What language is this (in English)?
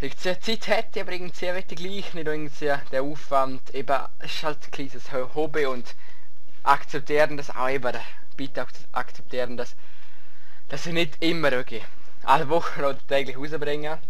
Swiss German